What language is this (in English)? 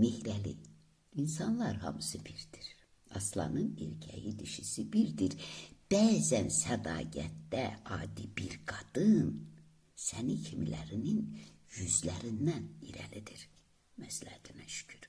Azerbaijani